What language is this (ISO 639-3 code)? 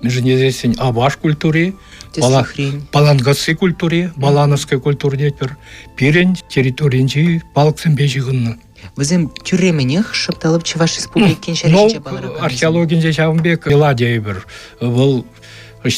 chv